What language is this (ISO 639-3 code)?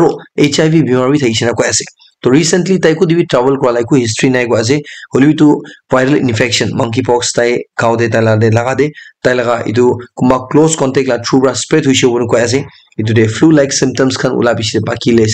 nag